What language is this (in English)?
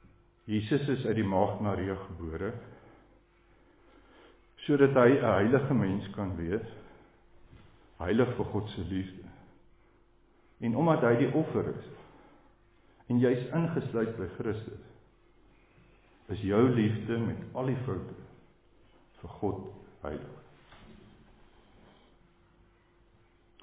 Afrikaans